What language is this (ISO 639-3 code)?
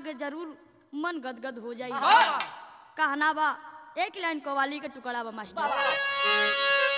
bho